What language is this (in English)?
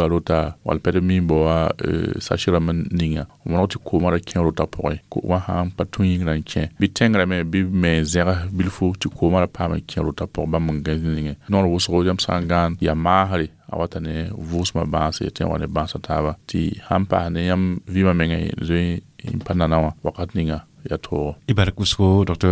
Mossi